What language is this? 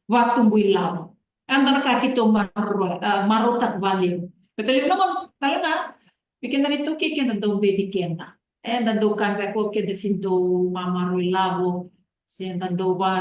Fijian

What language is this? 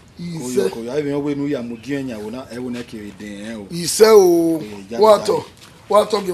Bini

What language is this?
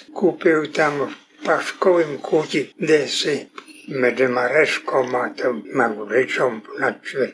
Rusyn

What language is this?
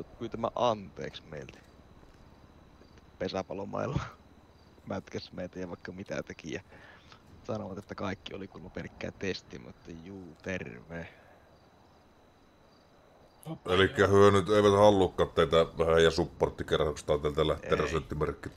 Finnish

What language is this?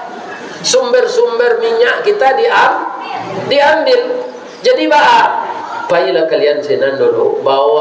Minangkabau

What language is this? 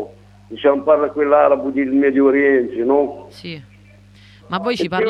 Italian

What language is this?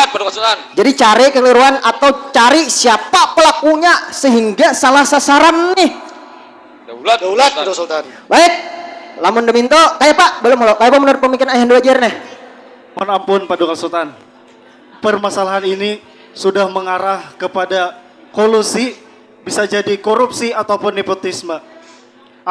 Banjar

